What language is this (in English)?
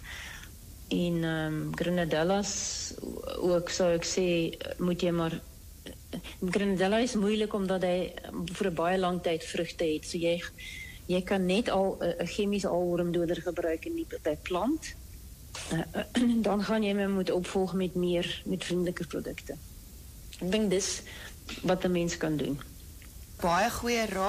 Afrikaans